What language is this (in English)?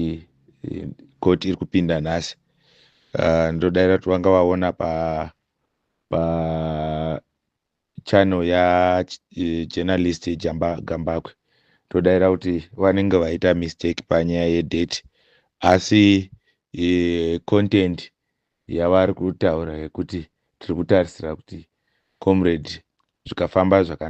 Shona